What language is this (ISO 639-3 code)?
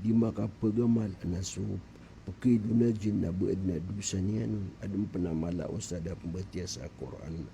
mrw